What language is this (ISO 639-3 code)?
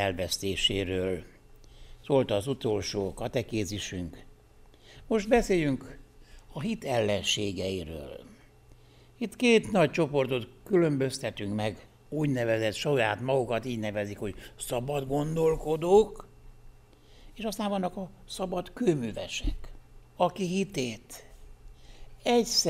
hun